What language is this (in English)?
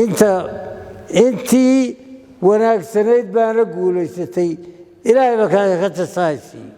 Somali